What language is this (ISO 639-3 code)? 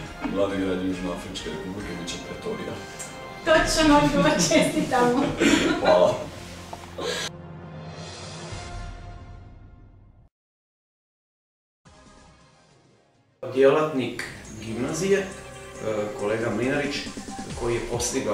hrv